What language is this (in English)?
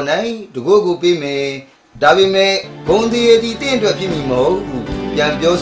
Burmese